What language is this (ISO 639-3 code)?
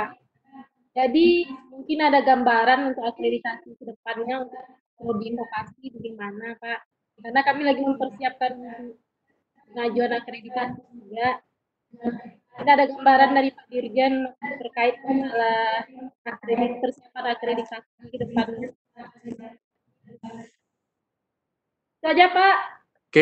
ind